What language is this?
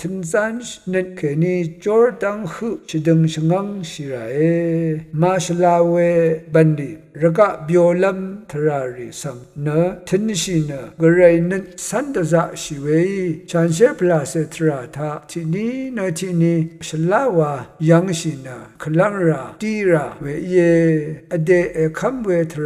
Rawang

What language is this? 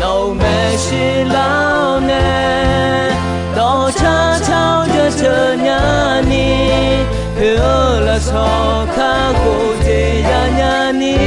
Akha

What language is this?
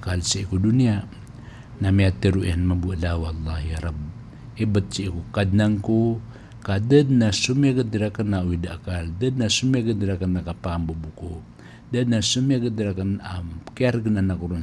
Maranao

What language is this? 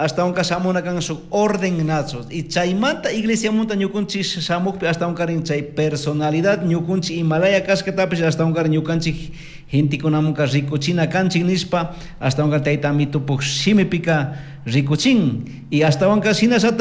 Chimborazo Highland Quichua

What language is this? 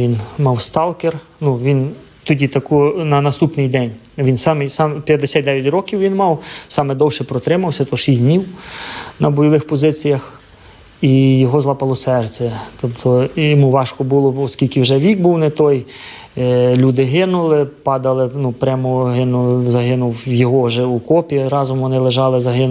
Ukrainian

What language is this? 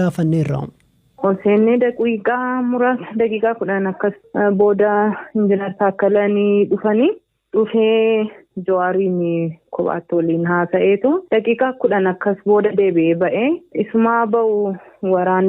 Oromo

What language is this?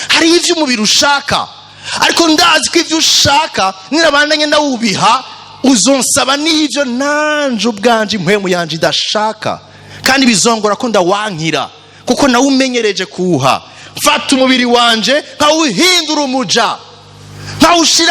Rundi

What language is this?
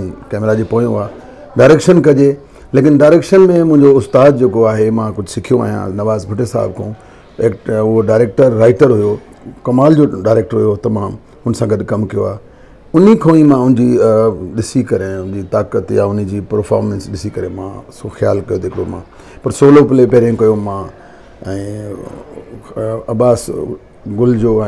Sindhi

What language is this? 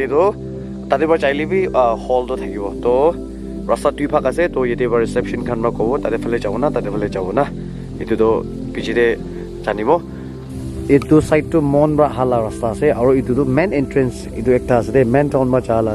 Naga Pidgin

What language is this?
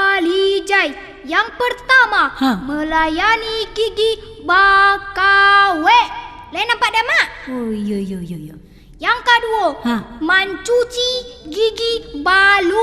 Minangkabau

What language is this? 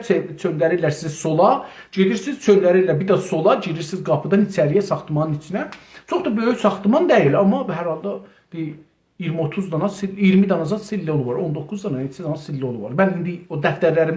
South Azerbaijani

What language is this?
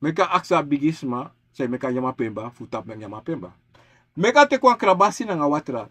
Sranan Tongo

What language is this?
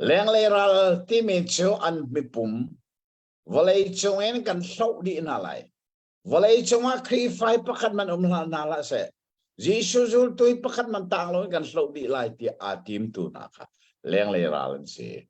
Hakha Chin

